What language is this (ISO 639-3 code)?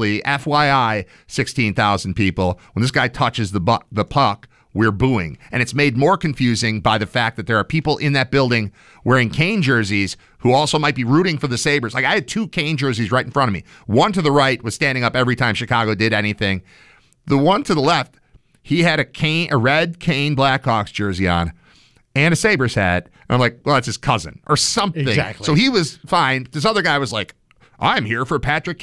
eng